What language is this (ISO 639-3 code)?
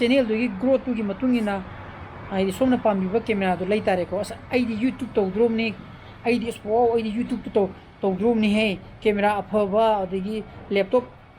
mni